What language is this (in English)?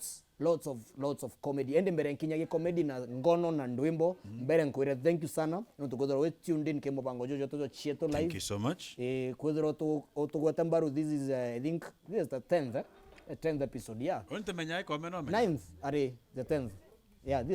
Meru